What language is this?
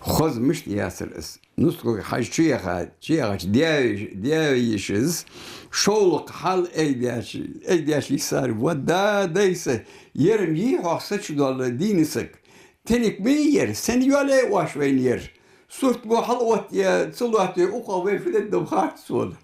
Ingush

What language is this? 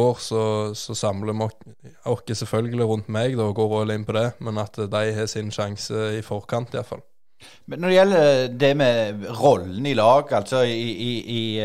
Norwegian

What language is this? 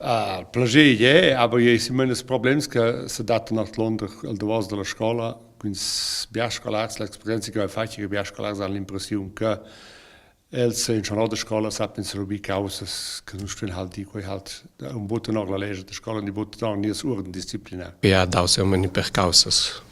Romansh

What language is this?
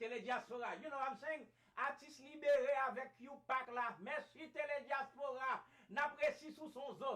Haitian Creole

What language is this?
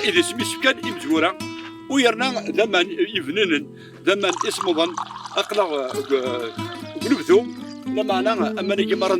Kabyle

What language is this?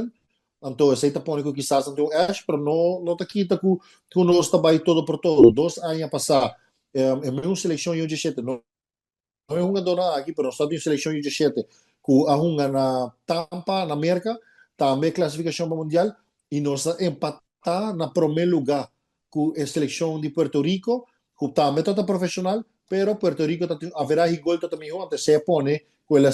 Papiamento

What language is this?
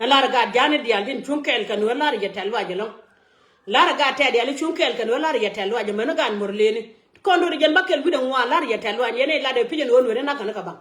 Nuer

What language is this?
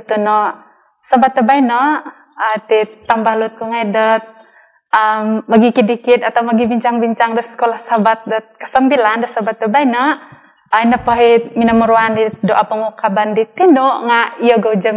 Central Dusun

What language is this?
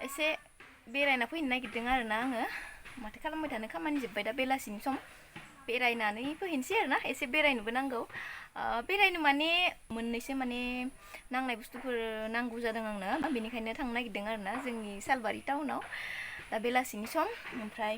Bodo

